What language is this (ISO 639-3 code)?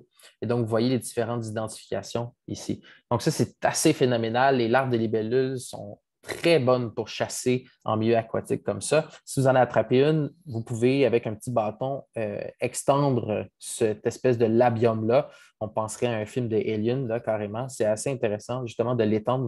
fra